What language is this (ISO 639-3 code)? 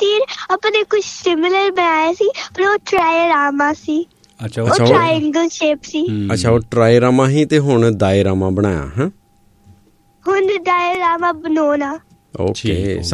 pan